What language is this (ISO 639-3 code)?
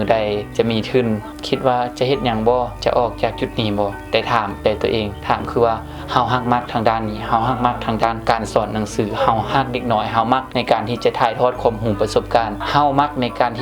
lao